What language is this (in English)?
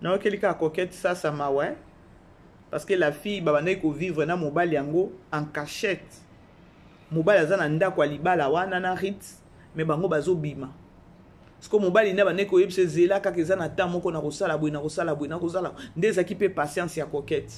Lingala